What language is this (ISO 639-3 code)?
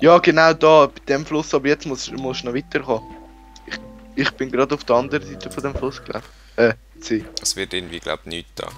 gsw